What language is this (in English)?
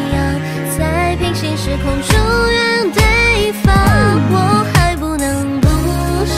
Chinese